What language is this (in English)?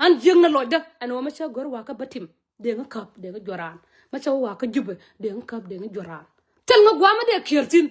Nuer